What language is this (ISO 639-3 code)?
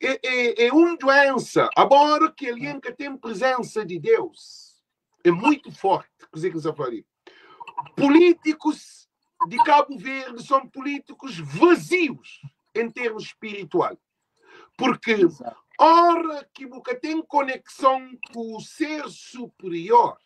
kea